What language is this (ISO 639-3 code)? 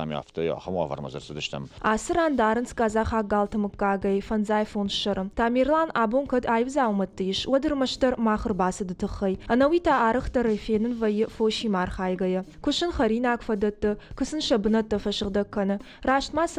oss